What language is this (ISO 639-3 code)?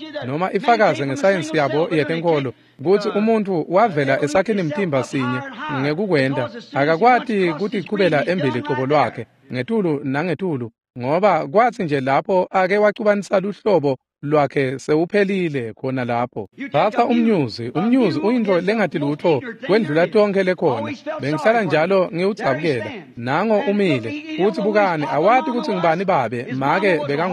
ssw